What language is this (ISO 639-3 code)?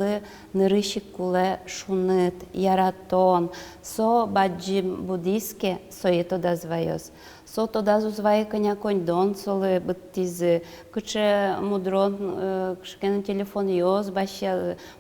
udm